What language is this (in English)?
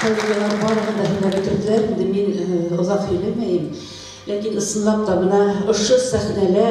Bashkir